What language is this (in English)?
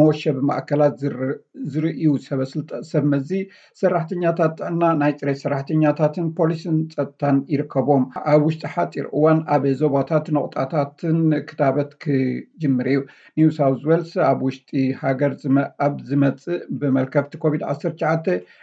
Tigrinya